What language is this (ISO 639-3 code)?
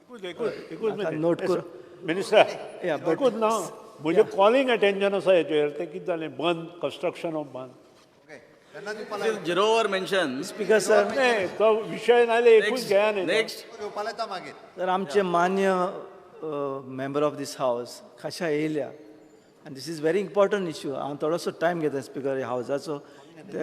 kok